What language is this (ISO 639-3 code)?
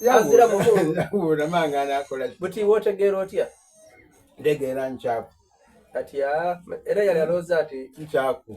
xog